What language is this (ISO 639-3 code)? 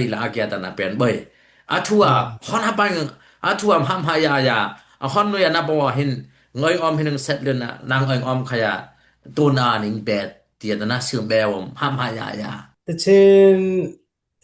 dis